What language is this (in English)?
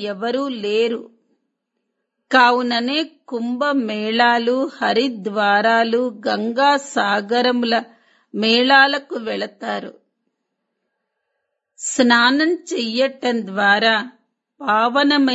Telugu